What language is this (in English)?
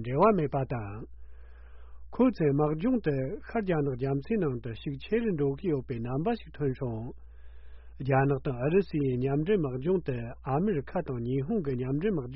Tibetan